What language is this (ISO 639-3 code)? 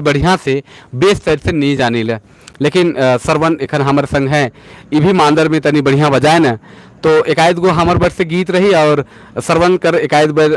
sck